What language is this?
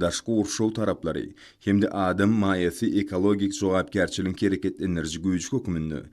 Turkmen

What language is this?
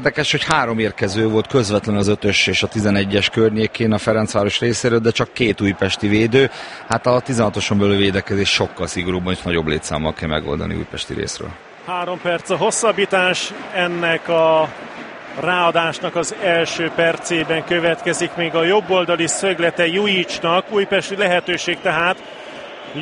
Hungarian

